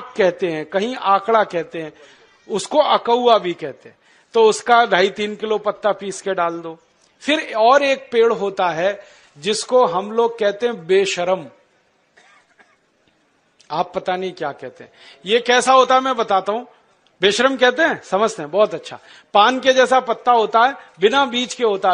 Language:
Hindi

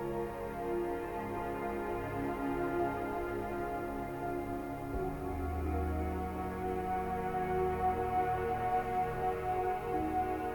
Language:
Hungarian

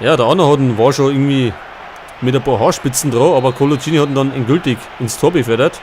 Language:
Bavarian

